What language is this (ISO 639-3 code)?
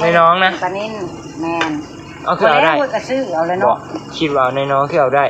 tts